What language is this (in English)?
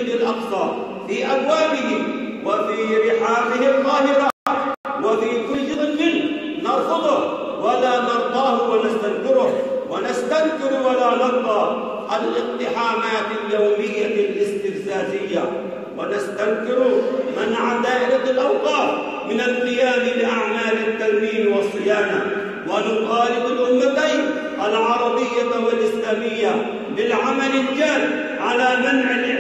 Arabic